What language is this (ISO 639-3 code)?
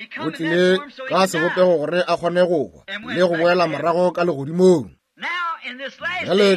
nso